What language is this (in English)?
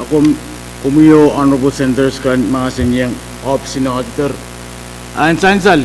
Pohnpeian